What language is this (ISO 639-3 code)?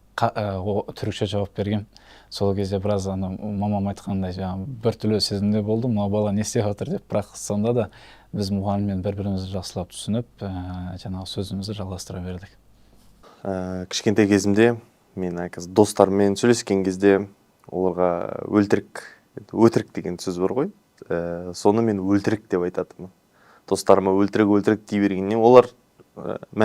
kaz